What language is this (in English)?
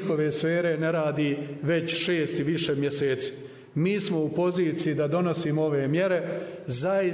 Bosnian